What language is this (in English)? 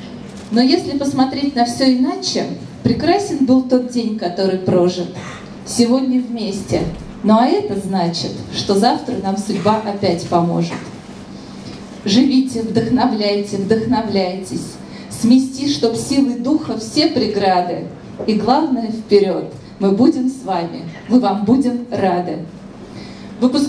Russian